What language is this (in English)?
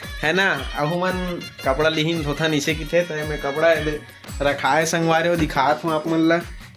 Chhattisgarhi